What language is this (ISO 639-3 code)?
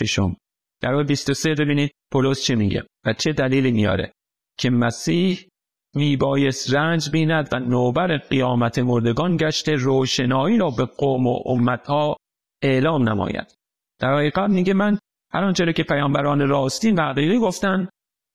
fas